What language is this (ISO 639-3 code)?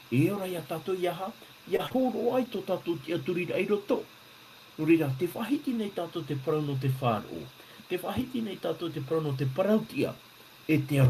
tah